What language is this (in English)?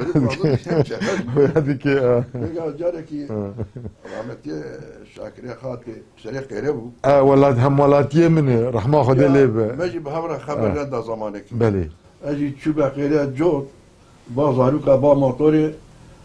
Kurdish